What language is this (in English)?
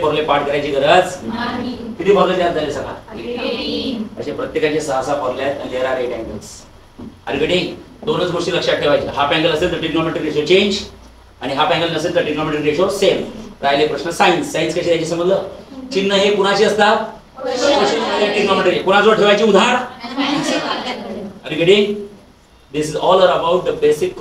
Marathi